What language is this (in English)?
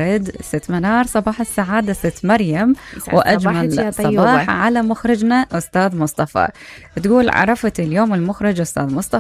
Mesopotamian Arabic